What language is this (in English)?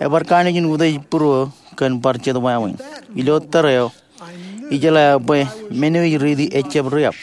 Marshallese